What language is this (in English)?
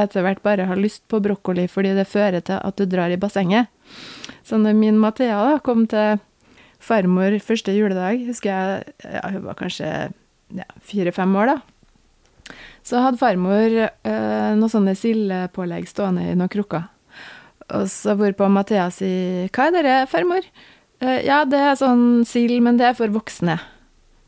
Norwegian